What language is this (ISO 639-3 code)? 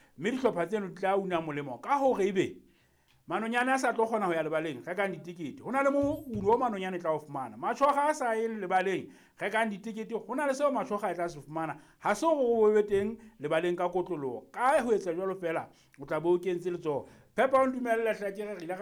sot